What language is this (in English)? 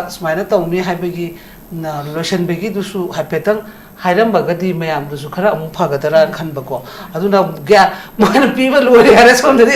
Manipuri